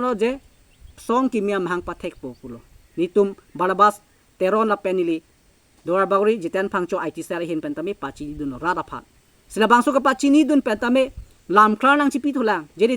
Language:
Karbi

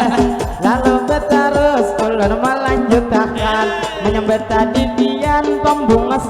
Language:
Banjar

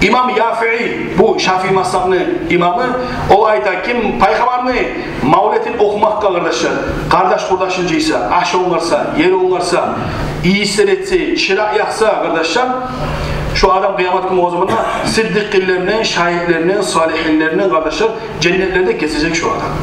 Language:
Kumyk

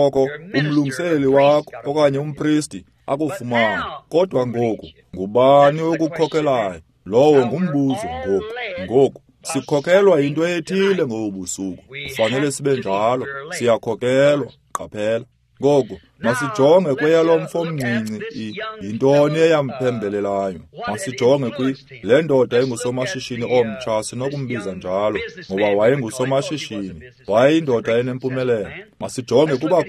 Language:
Xhosa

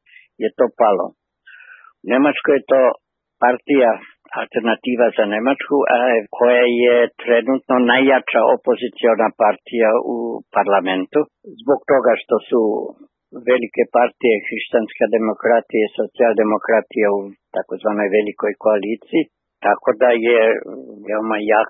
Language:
Serbian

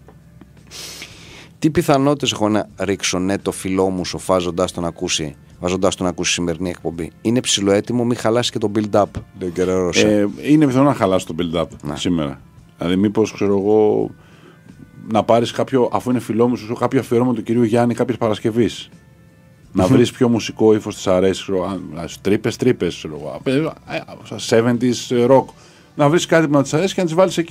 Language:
Greek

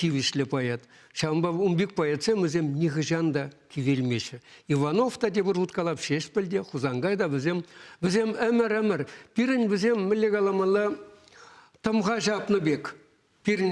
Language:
Chuvash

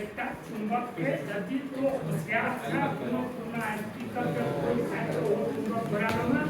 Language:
Maithili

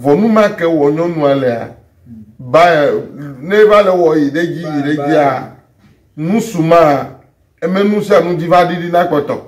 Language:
Ewe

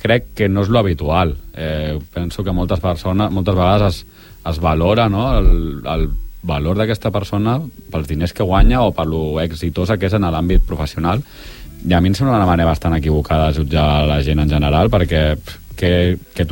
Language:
Catalan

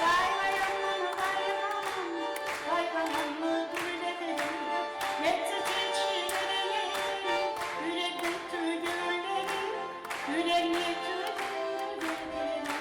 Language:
Kumyk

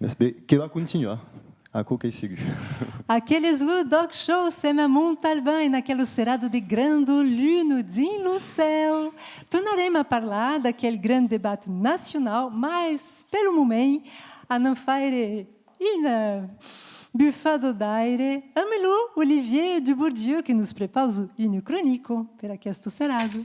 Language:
Occitan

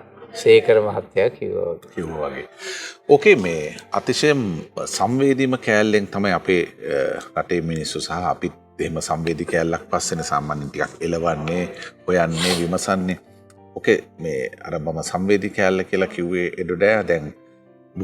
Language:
Sinhala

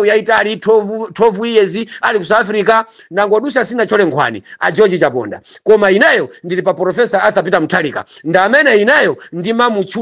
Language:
Nyanja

